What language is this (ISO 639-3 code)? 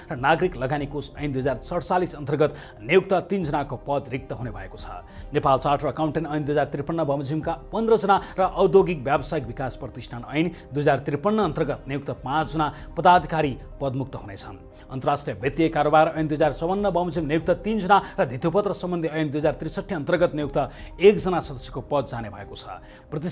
nep